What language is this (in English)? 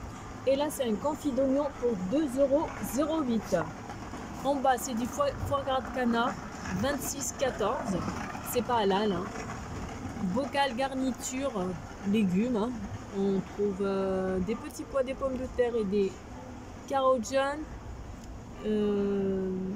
French